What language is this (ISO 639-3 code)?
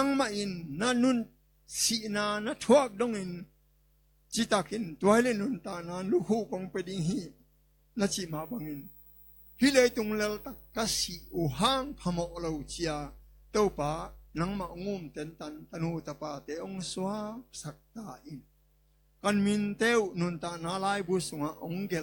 ctd